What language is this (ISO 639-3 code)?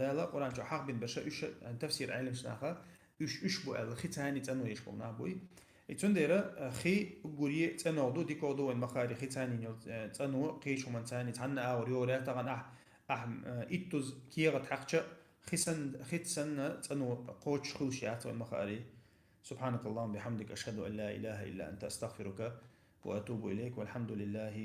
che